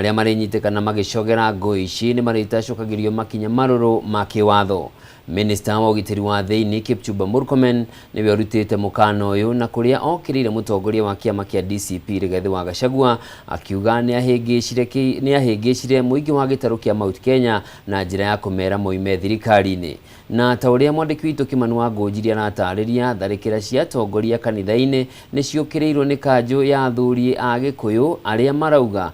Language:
Kikuyu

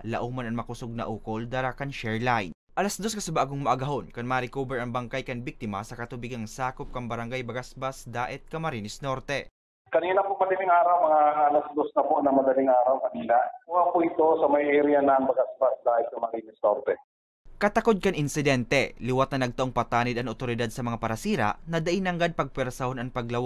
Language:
Bikol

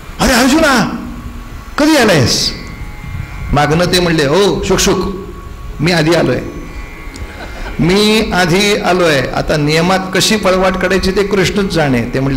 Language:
Marathi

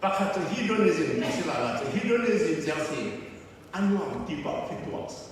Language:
Falam Chin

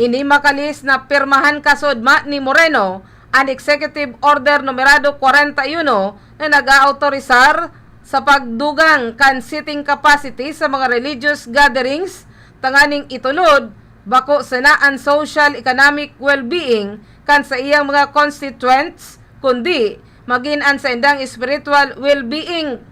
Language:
Bikol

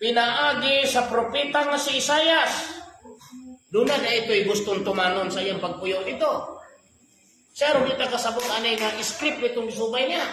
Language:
Cebuano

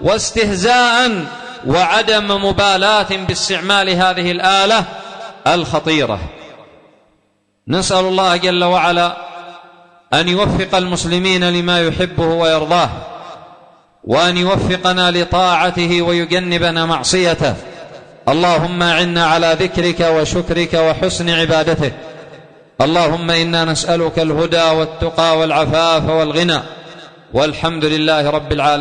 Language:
Arabic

